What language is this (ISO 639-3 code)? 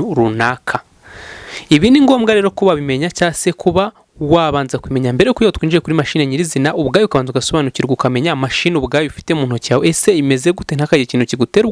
kin